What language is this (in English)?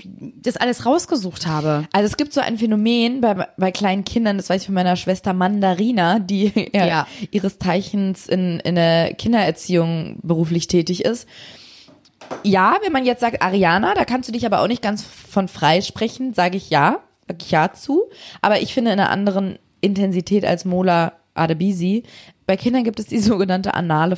German